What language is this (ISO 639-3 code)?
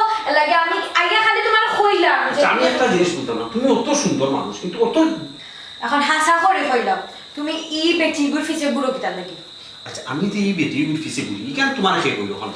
syl